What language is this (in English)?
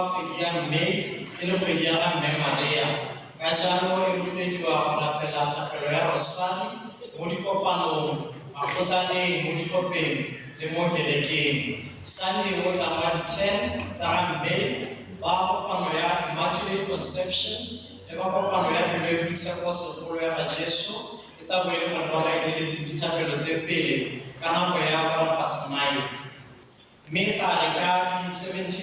Tswana